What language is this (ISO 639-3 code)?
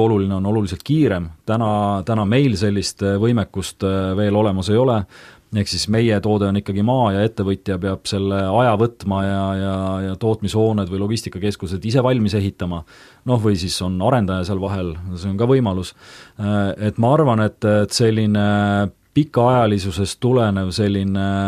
est